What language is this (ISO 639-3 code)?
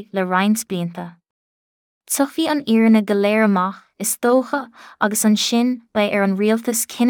gle